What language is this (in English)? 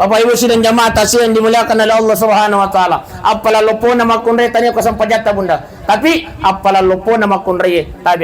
Buginese